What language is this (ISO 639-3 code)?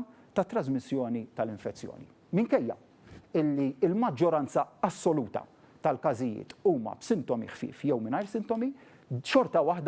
mlt